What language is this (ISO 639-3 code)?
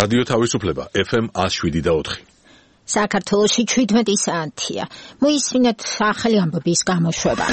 kat